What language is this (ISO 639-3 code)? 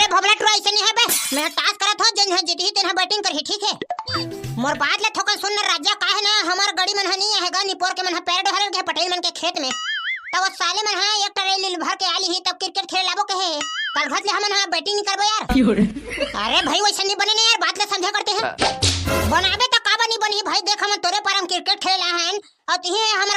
hne